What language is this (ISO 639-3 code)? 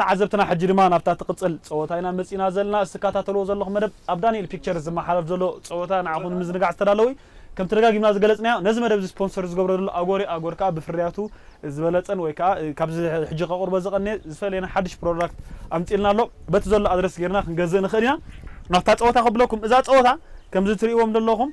tir